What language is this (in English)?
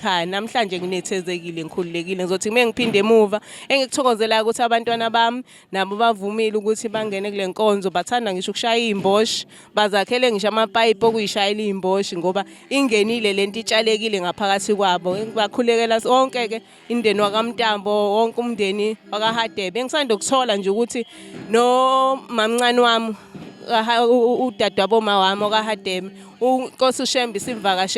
Zulu